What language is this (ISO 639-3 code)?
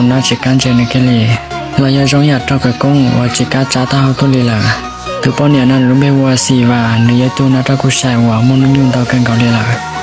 hmn